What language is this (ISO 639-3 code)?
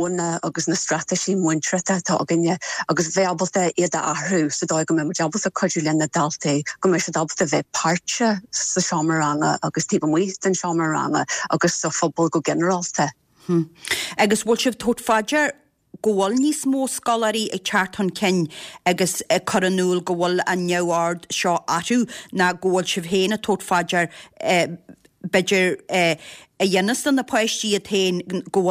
gle